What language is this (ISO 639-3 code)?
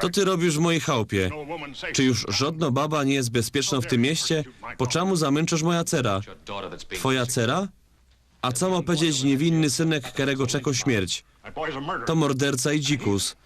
szl